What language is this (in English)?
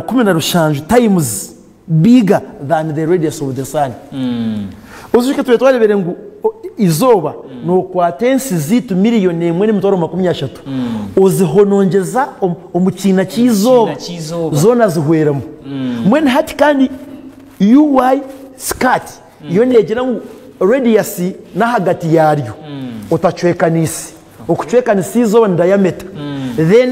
Nyankole